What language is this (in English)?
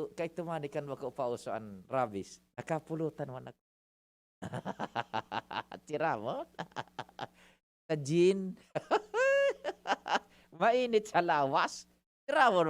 Bikol